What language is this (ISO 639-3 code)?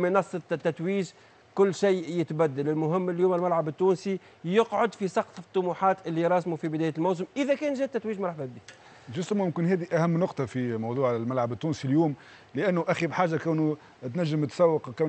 aeb